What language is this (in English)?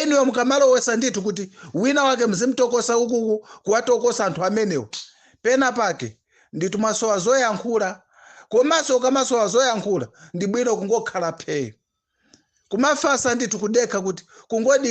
Nyanja